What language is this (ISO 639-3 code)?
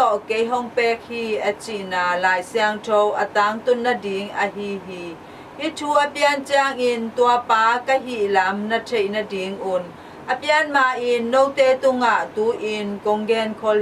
ctd